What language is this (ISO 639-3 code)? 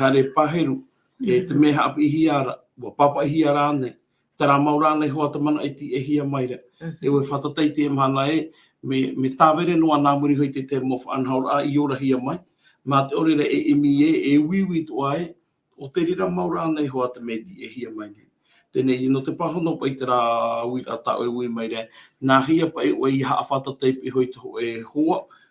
tah